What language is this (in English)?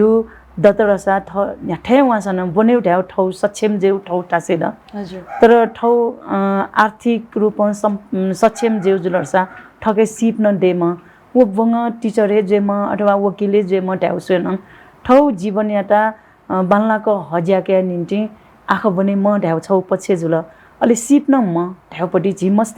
Newari